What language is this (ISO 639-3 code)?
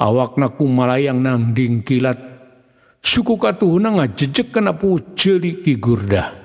sun